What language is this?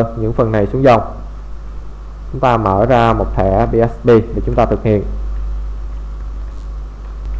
Vietnamese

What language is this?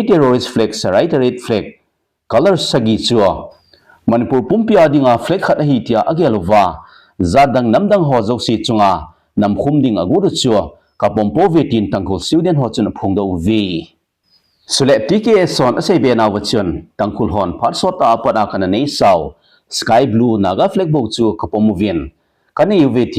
Thado Chin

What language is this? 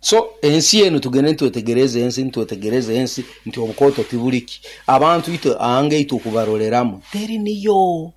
Nyoro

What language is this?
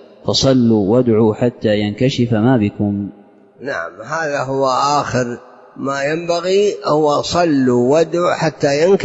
Arabic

